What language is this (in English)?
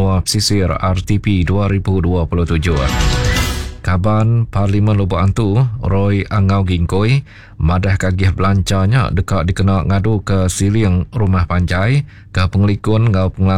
Iban